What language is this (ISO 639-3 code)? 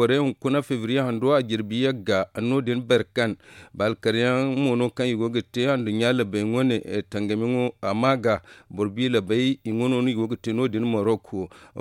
dje